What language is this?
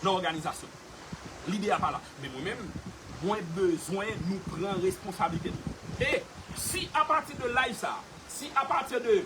Haitian Creole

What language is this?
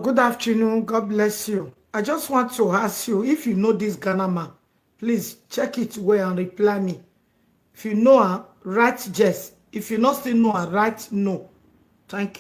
Nigerian Pidgin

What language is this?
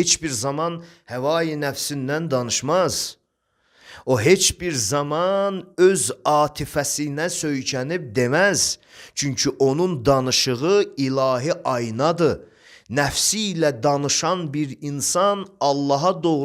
Azerbaijani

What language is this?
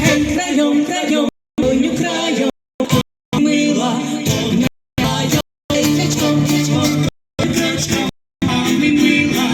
Rusyn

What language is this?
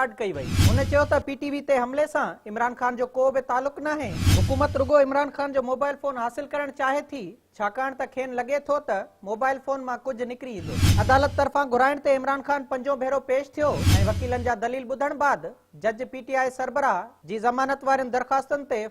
Sindhi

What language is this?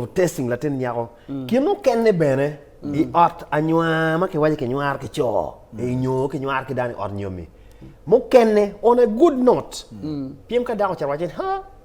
Acoli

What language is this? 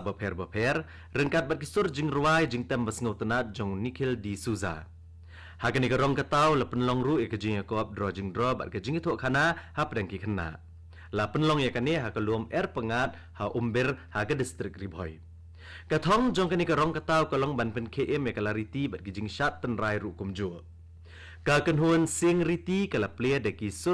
Khasi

